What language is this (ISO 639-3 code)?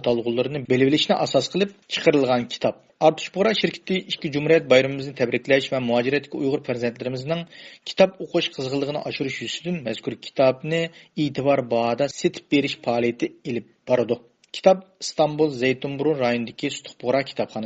uig